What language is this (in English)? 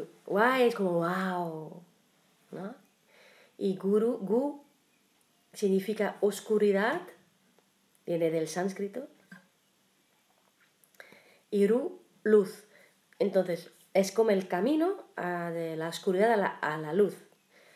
Spanish